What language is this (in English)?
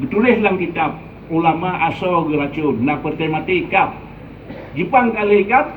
Achinese